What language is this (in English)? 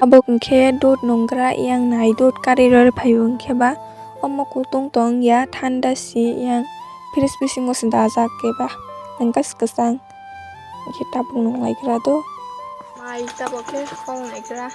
Kok Borok